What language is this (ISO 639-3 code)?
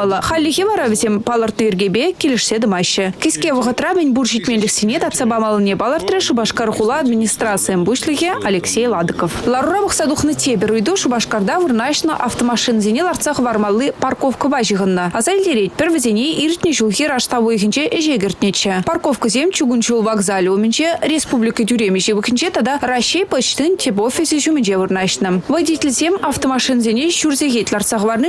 chv